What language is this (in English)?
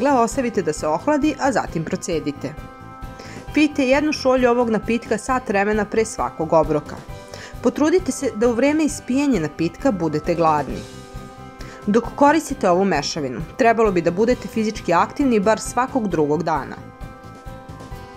Serbian